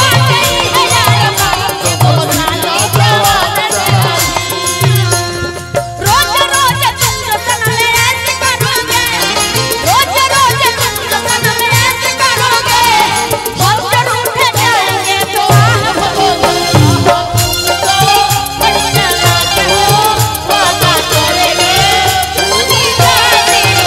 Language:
Bhojpuri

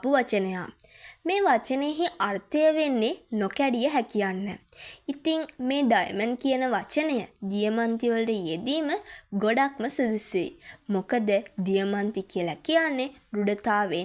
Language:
Sinhala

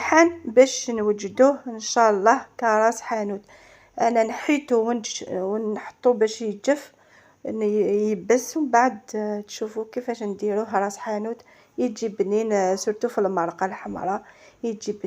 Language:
Algerian Arabic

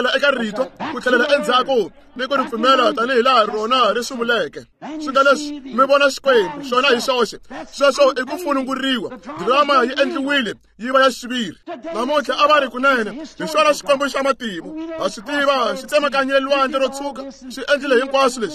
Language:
Tsonga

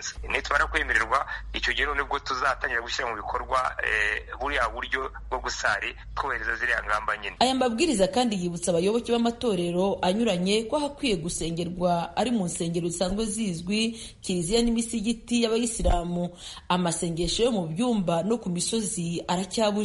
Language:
Kinyarwanda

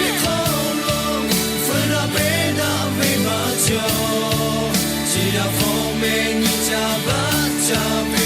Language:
Lahu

